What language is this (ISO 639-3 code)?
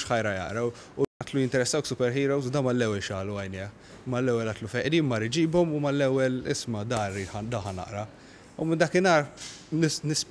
mlt